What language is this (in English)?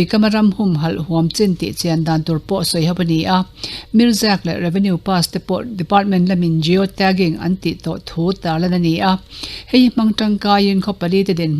Mizo